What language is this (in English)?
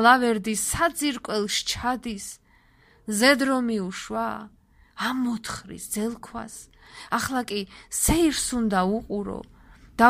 Georgian